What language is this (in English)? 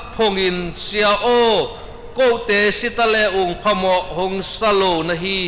Tedim Chin